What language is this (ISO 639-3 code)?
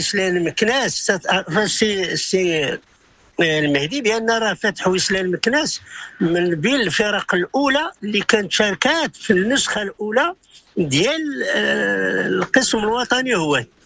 ary